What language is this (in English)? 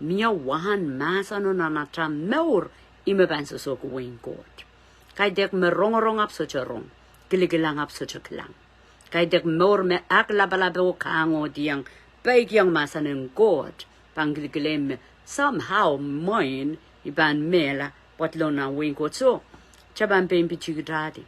Pohnpeian